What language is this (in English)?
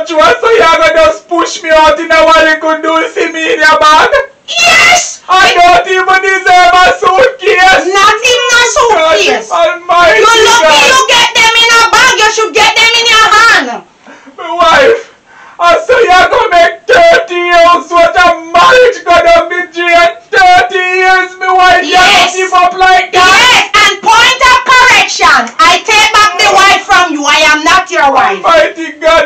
Jamaican Creole English